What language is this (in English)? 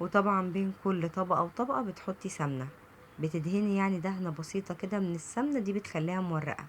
Egyptian Arabic